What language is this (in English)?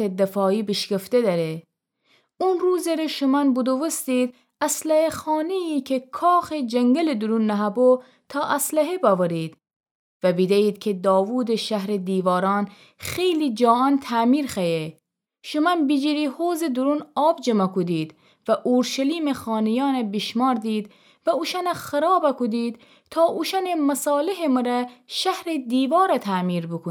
Gilaki